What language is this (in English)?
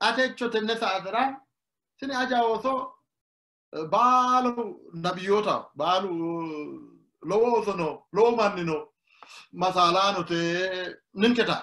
Sidamo